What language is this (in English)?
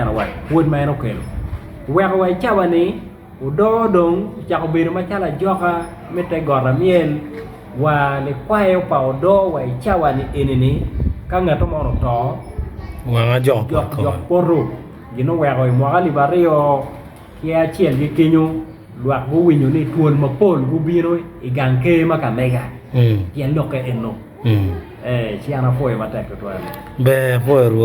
Acoli